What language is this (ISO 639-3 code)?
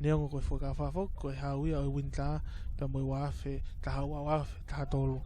ton